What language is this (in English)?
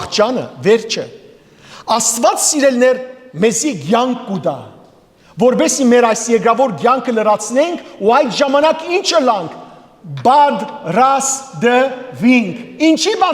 Western Armenian